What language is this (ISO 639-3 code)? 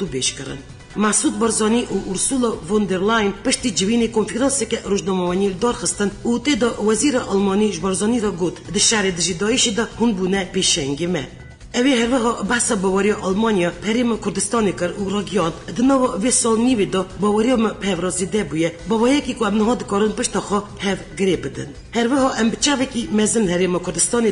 kur